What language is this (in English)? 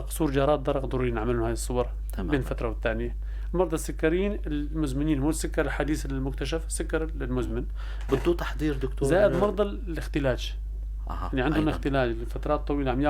North Levantine Arabic